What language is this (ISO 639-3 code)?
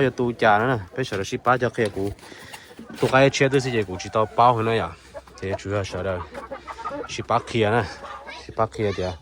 hmn